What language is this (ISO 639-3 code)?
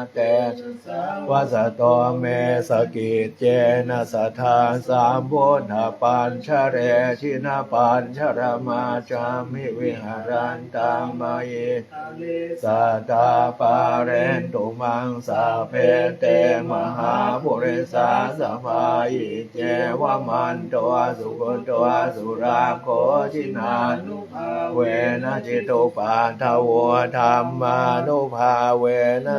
pli